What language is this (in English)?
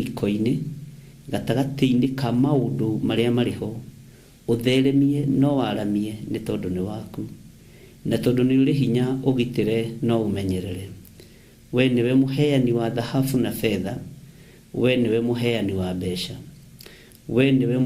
Kikuyu